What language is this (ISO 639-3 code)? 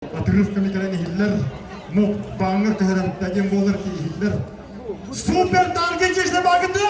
sah